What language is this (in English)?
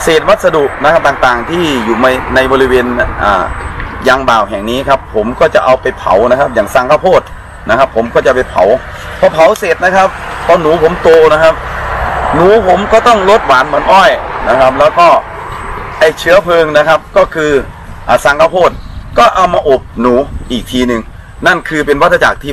Thai